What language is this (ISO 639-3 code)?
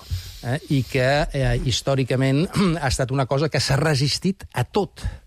cat